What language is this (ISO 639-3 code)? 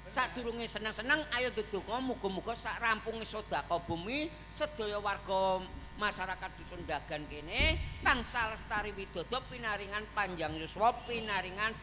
jav